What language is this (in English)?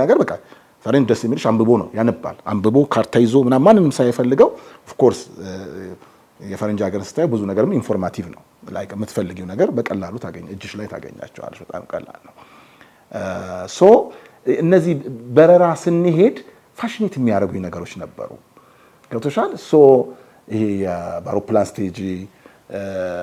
Amharic